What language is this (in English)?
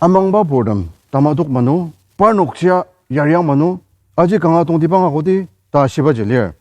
Ao Naga